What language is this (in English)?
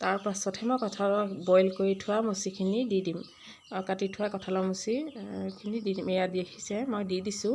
Assamese